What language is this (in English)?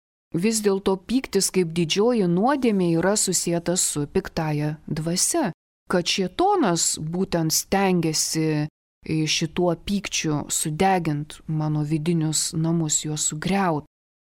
Lithuanian